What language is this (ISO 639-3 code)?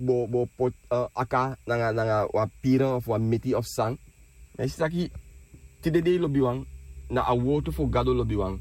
srn